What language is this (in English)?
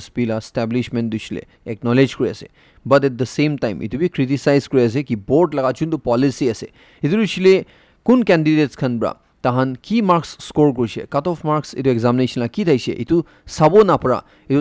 Naga Pidgin